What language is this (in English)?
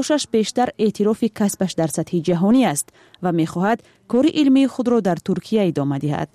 Tajik